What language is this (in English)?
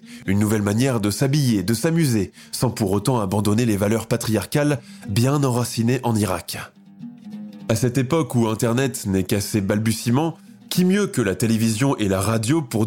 French